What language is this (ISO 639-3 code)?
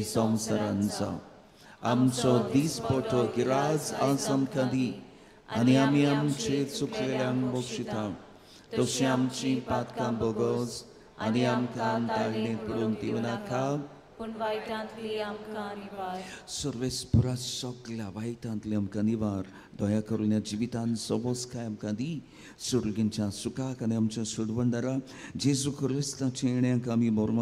kok